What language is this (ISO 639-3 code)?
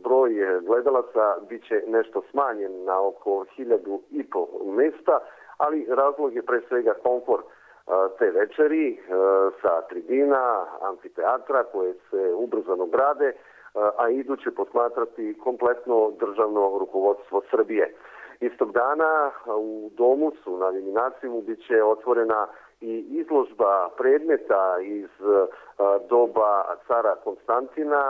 srp